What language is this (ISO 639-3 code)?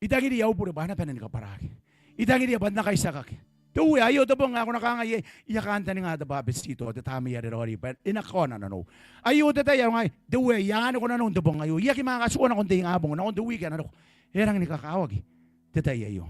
gil